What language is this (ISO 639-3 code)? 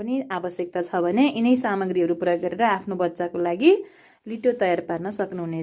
nep